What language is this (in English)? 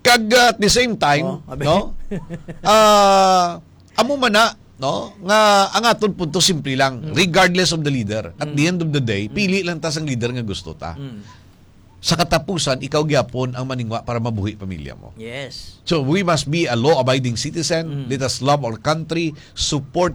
Hiligaynon